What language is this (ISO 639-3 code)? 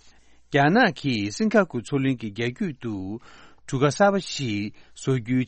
bod